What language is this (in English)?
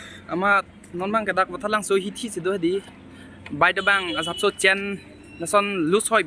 Karbi